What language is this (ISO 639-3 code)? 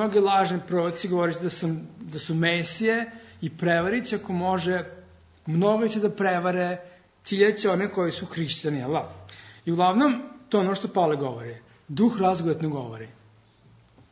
srp